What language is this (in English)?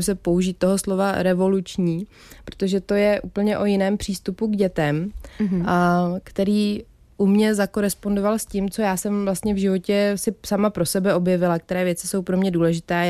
Czech